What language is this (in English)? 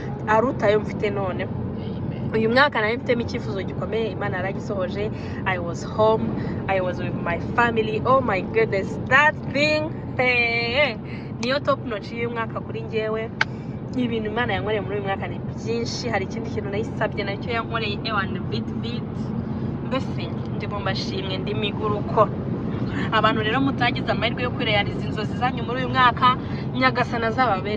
Kinyarwanda